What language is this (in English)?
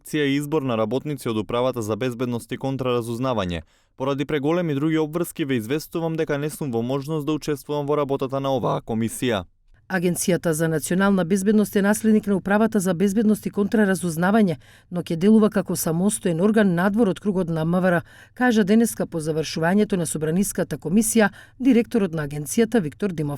Macedonian